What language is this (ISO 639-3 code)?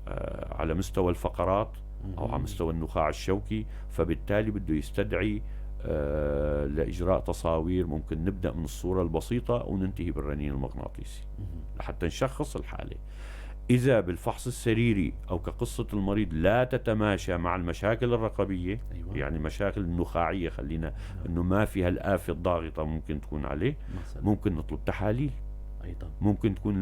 apc